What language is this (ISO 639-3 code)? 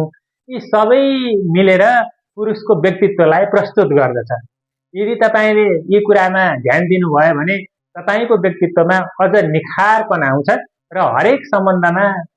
nep